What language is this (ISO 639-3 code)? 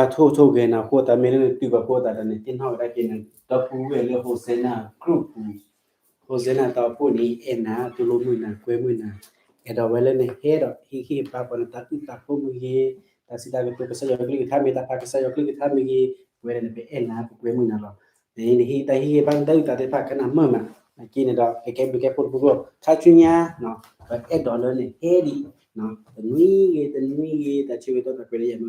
ksw